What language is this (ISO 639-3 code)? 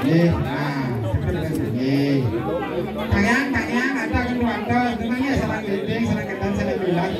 ban